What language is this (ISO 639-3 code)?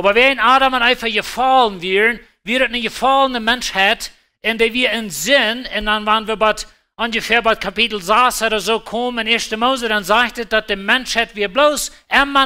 pdt